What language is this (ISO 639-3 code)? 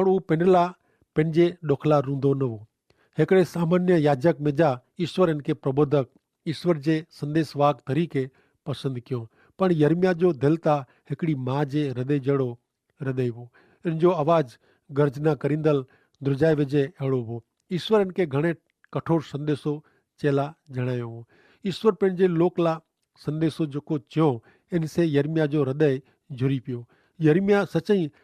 kfr